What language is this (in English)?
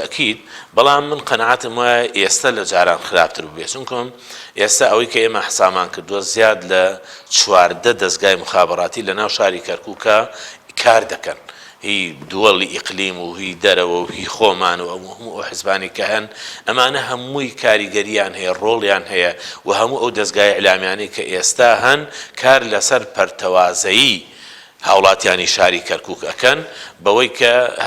Central Kurdish